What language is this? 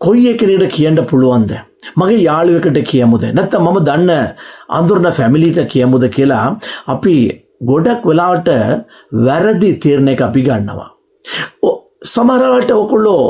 Sinhala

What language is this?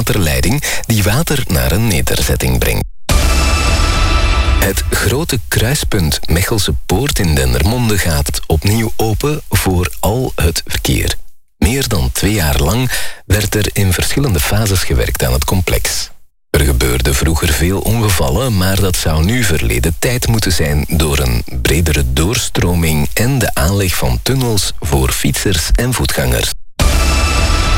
Dutch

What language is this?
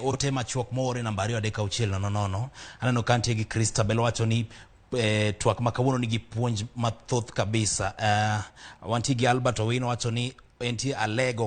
Luo (Kenya and Tanzania)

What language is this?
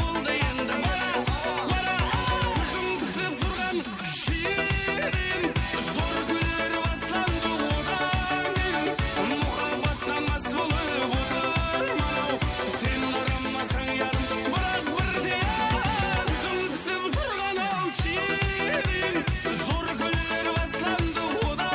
Kara-Kalpak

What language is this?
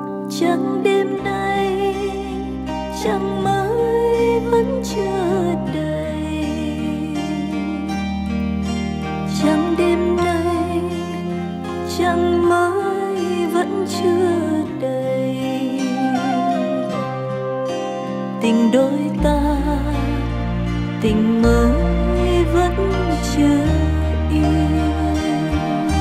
Vietnamese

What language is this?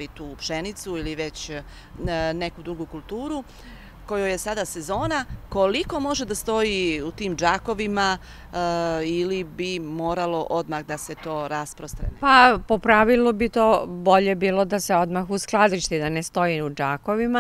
Serbian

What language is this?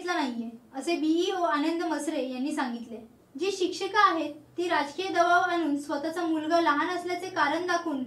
Marathi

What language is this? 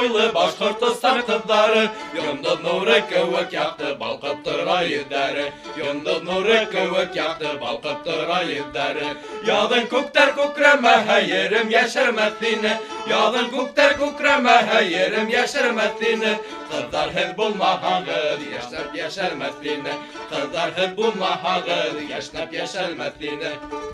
Bashkir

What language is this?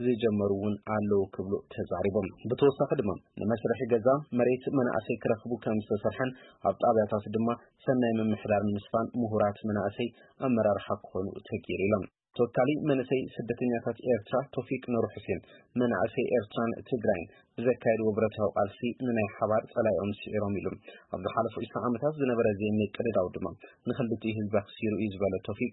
Tigrinya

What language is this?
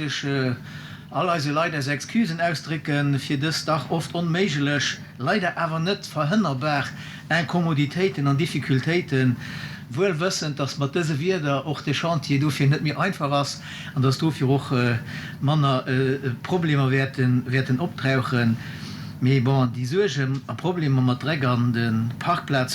Luxembourgish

